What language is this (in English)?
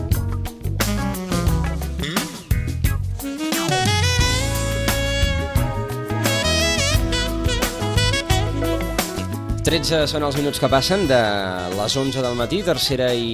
Catalan